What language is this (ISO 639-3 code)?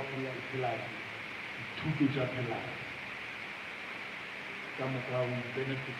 nso